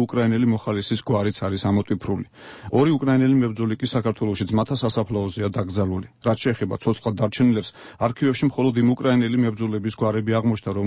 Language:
Georgian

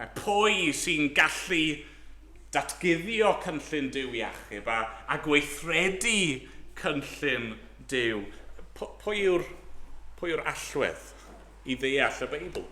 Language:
Welsh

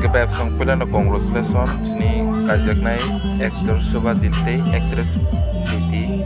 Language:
Kok Borok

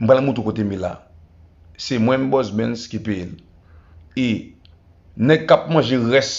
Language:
Haitian Creole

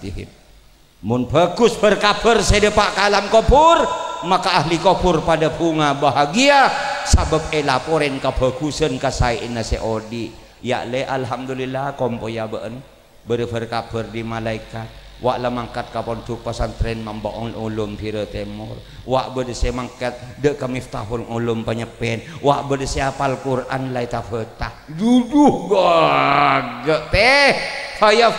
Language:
Madurese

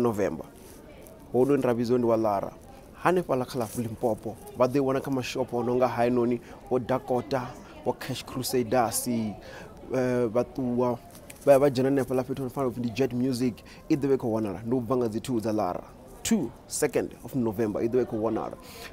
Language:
Venda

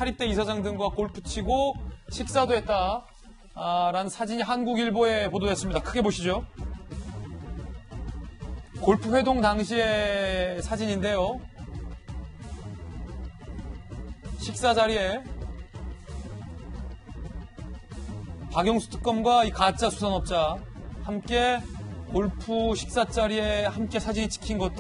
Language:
Korean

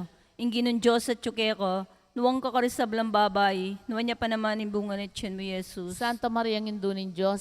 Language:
Pampanga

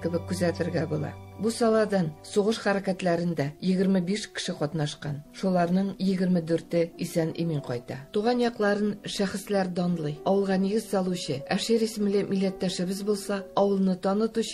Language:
Tatar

